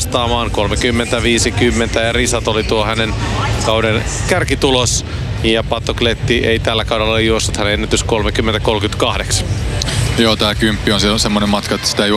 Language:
Finnish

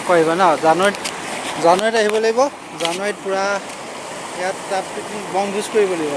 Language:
Assamese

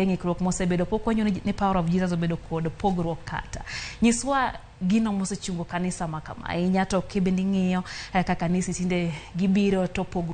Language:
Luo (Kenya and Tanzania)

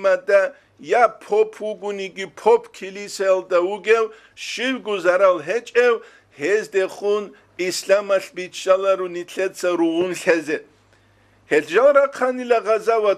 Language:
Avaric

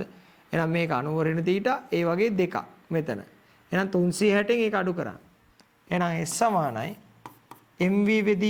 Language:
Sinhala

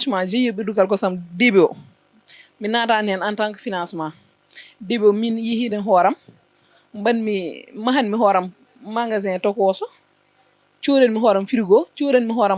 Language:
Fula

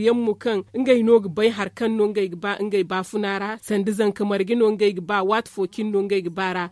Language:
Zarma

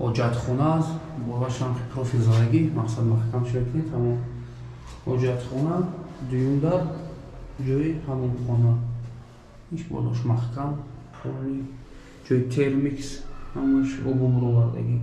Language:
Tajik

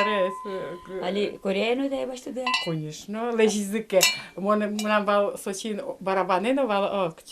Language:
Udmurt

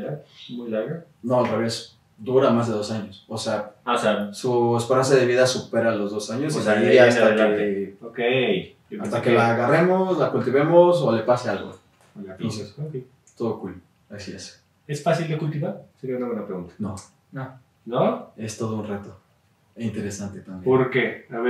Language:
Spanish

